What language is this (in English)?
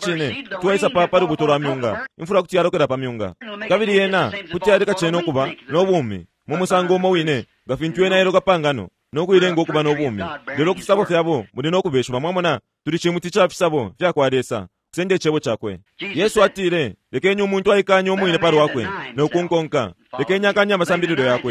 Bemba